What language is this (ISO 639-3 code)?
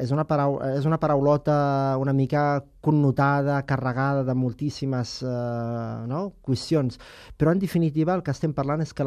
cat